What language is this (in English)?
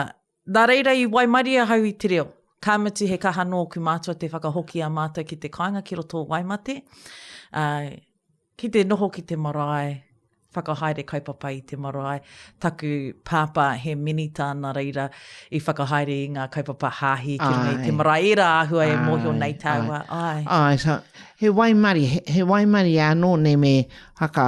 Māori